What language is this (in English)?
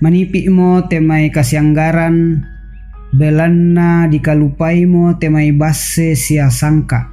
Toraja-Sa'dan